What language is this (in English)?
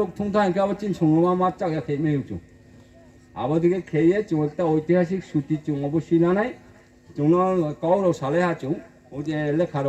Riang (India)